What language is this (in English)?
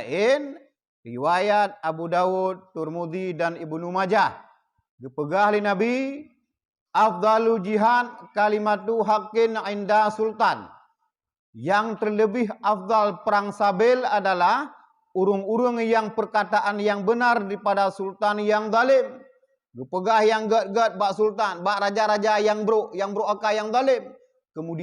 Achinese